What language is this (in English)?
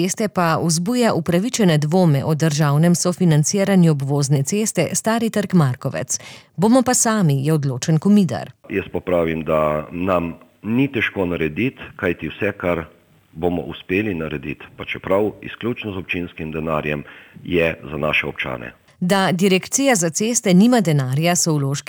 Slovenian